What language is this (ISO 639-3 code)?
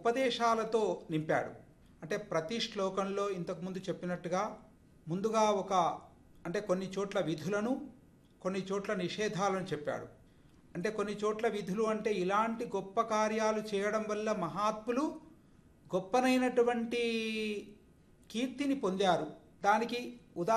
tel